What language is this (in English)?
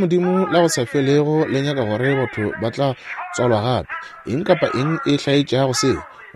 Northern Sotho